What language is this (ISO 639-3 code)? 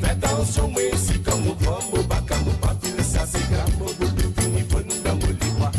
mfe